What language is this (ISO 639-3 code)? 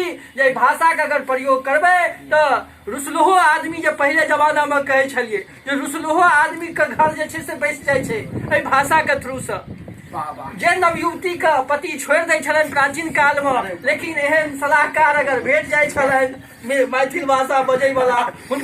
mai